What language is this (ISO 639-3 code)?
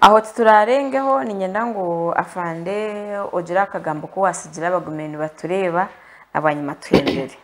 nyn